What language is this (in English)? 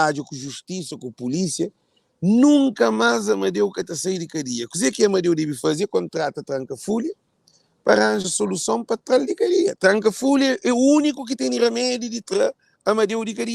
Kabuverdianu